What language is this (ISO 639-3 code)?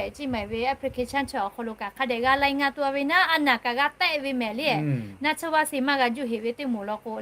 lhu